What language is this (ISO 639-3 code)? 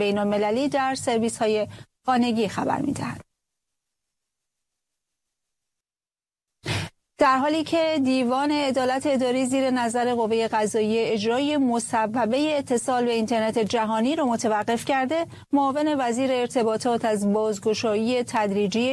fas